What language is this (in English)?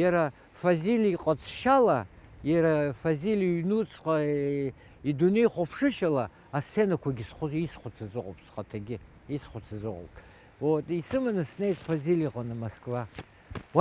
Abkhazian